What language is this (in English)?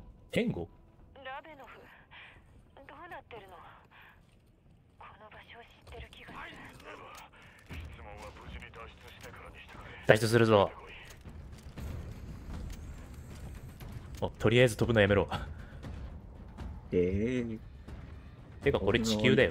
Japanese